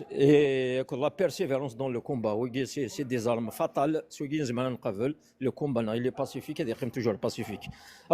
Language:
Kabyle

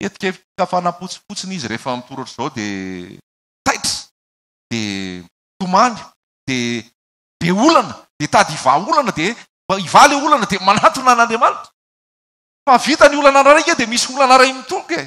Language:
Malagasy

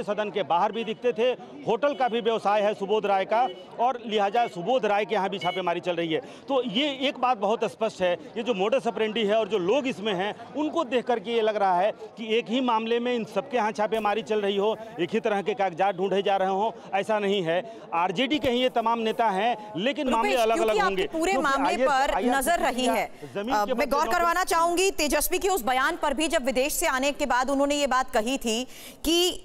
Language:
Hindi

